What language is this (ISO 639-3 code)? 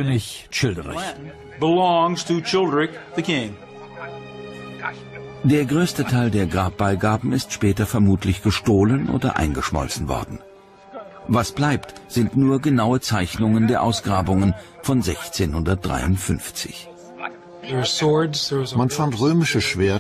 deu